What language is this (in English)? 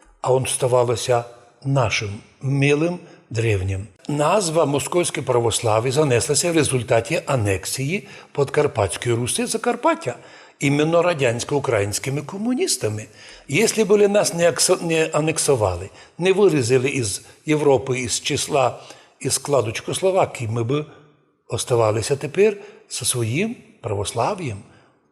Rusyn